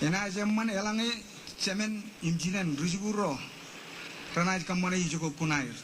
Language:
Marshallese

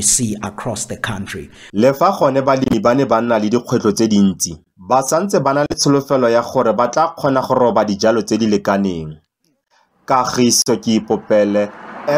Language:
Tswana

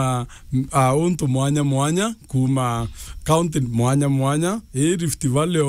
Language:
Meru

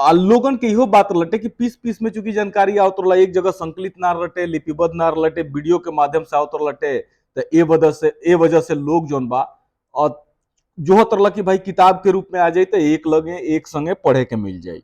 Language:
Bhojpuri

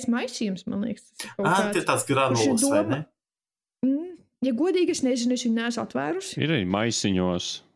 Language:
Latvian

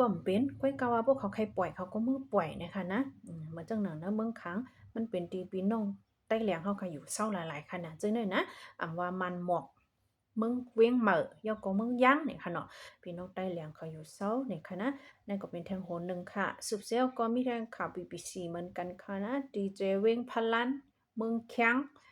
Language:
Shan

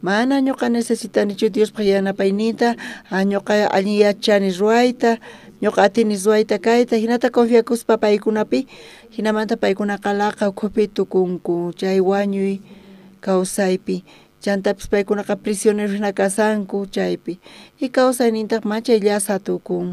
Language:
South Bolivian Quechua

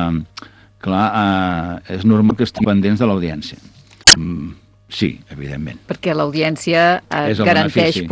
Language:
Catalan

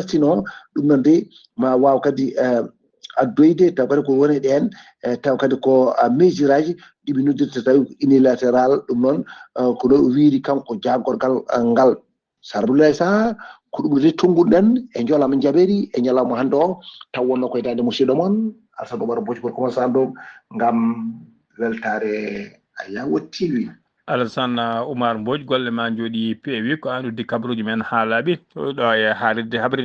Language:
Fula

